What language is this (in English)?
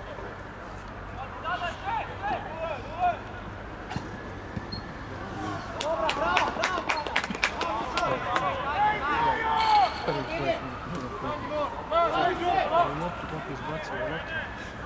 Croatian